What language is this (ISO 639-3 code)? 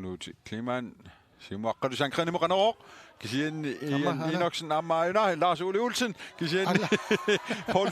kal